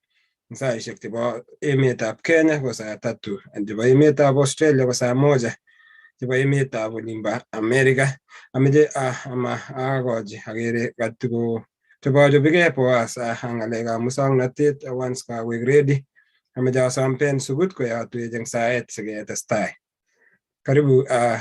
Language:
Kalenjin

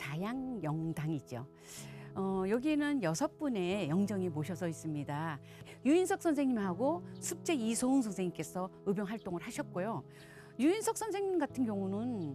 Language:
Korean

